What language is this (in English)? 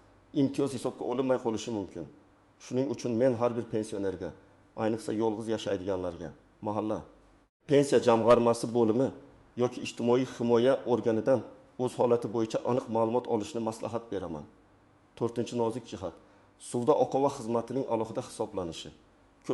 Uzbek